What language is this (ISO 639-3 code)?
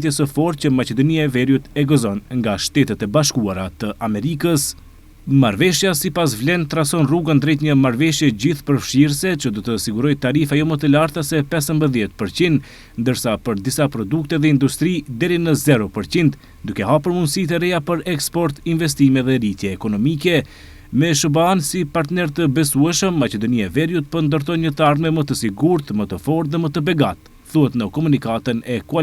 sqi